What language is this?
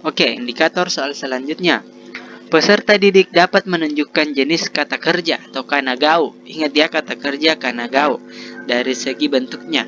Makasar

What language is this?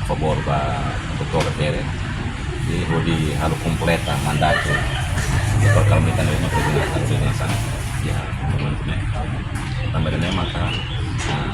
Tetum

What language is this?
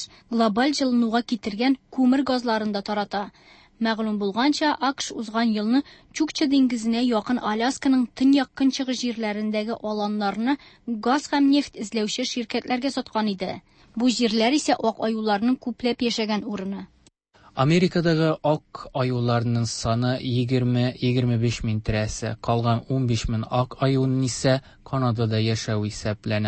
Tatar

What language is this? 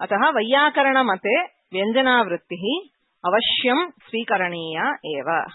Sanskrit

